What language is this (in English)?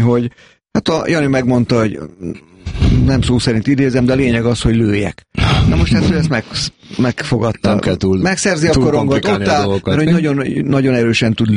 Hungarian